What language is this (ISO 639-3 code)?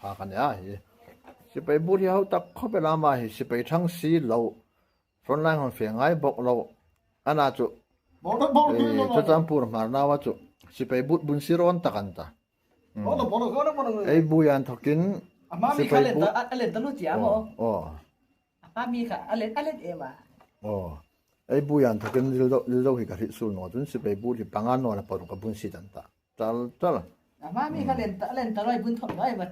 hmr